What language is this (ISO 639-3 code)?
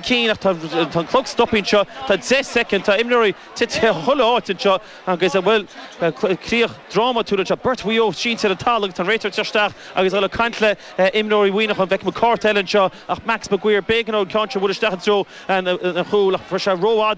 gle